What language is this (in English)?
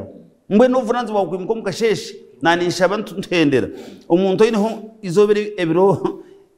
Nyankole